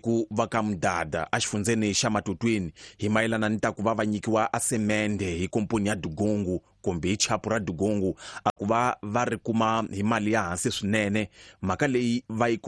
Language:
Tsonga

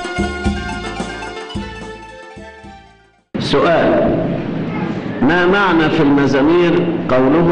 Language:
Arabic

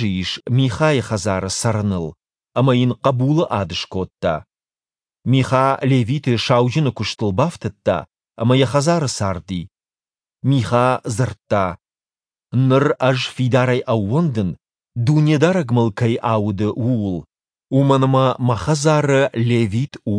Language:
Ossetic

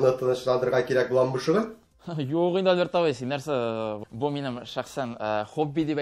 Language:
Tatar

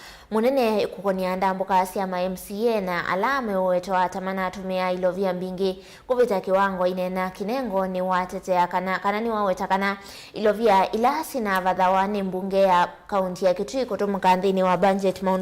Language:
Kamba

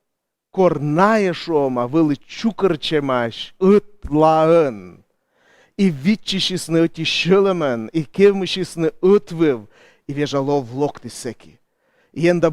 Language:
Komi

